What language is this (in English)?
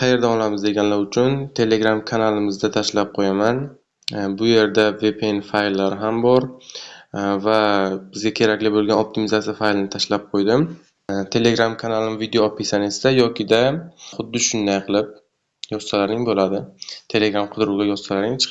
Uzbek